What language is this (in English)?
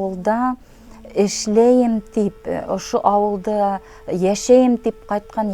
Bashkir